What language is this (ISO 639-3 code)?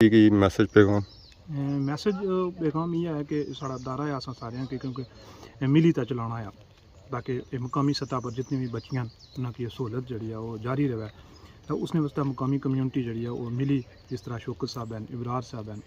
phr